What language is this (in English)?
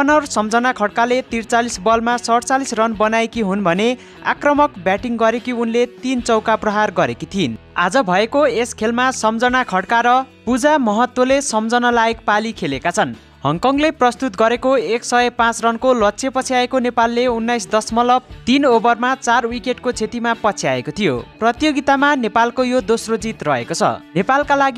Nepali